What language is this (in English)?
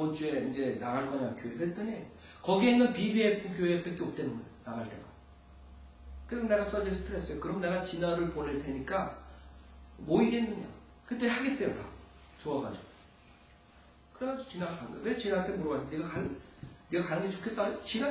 Korean